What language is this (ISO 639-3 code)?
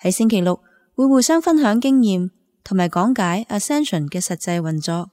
yue